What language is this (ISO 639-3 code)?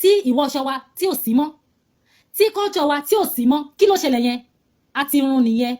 yor